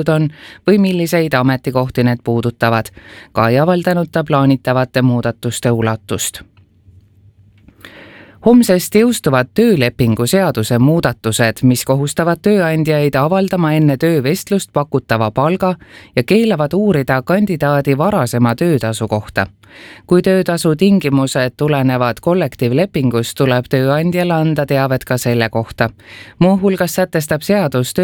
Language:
Estonian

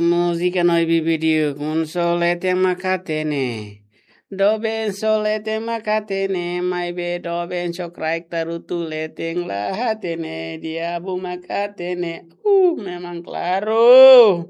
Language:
Tetum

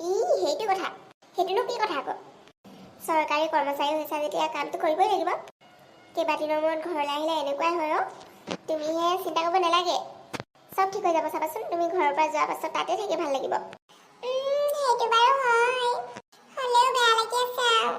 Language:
Assamese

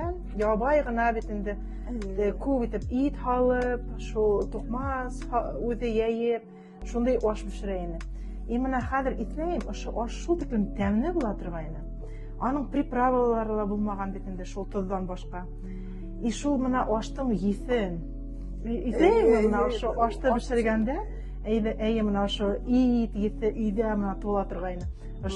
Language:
Bashkir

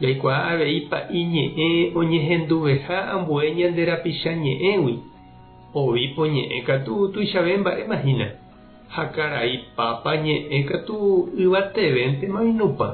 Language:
Guarani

